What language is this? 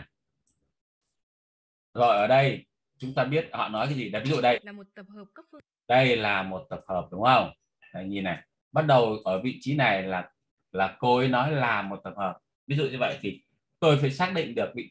Vietnamese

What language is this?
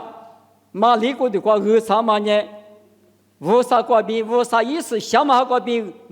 Lisu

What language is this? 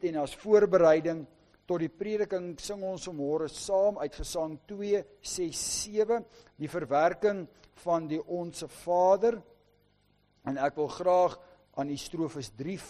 Afrikaans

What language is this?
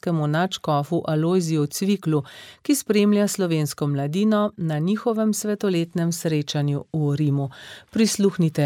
Slovenian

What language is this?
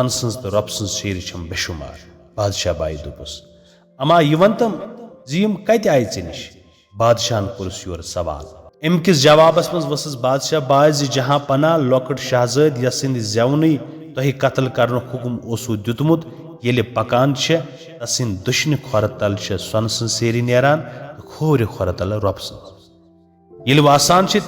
Kashmiri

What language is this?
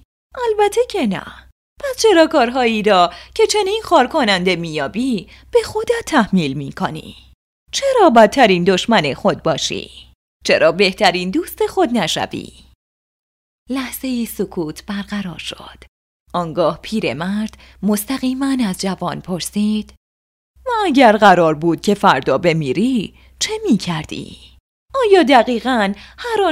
Persian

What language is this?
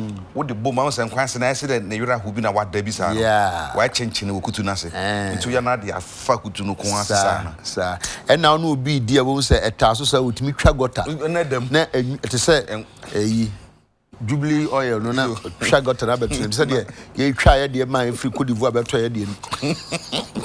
Akan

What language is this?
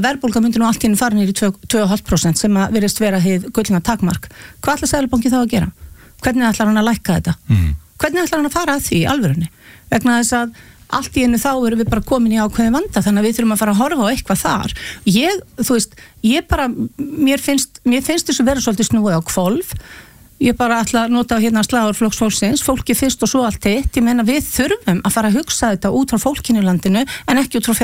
Icelandic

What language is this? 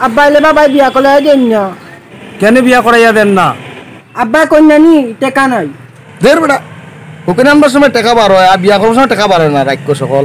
Sylheti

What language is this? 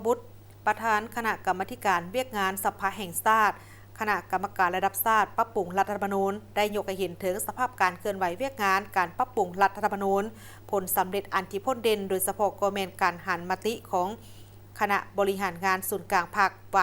Lao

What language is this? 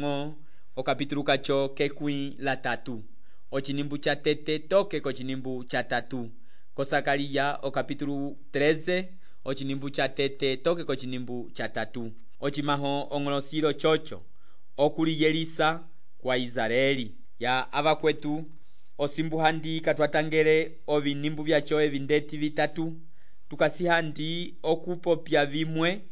Umbundu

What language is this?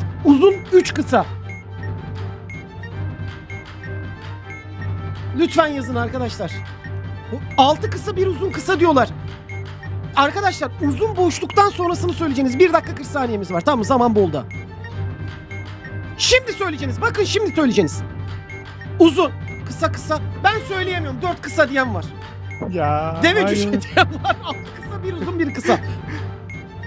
Turkish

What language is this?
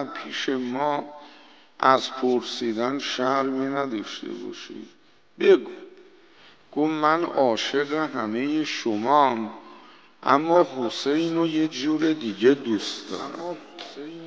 Persian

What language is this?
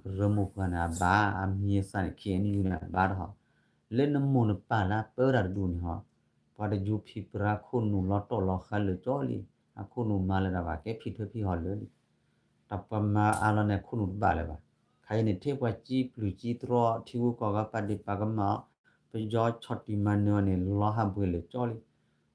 S'gaw Karen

